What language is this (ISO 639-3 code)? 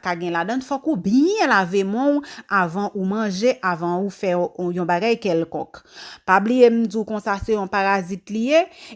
hat